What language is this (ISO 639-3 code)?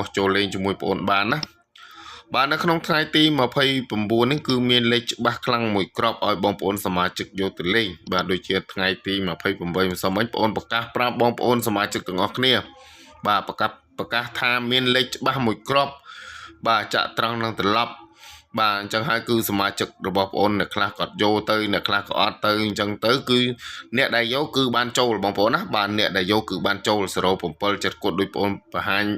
khm